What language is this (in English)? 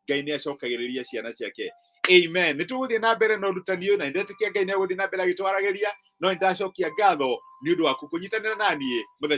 Kikuyu